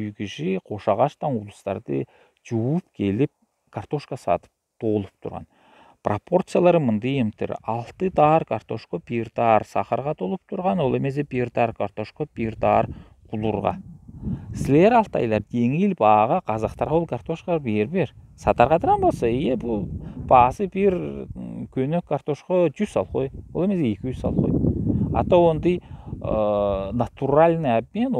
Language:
Southern Altai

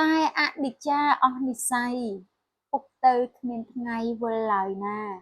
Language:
Khmer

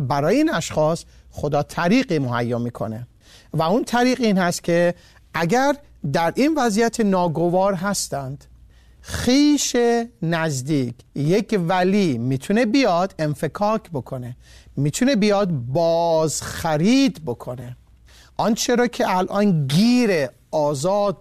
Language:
Persian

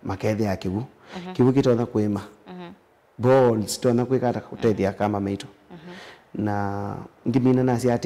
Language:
Kamba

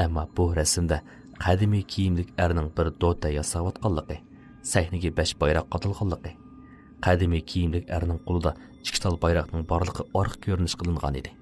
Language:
Uyghur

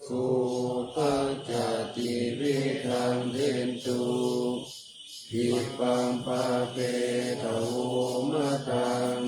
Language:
Pali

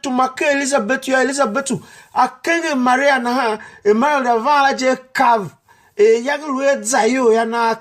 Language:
Tiv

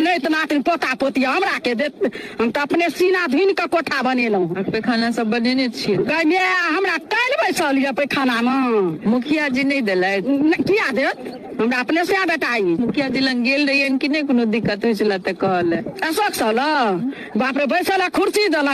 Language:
Maithili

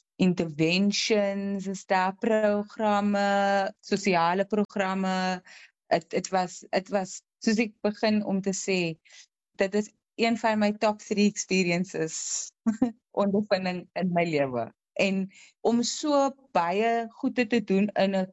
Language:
Afrikaans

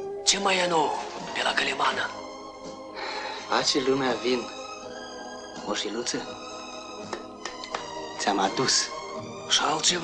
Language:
Romanian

